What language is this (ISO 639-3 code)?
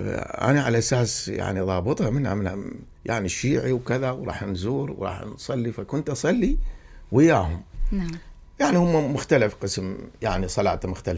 acm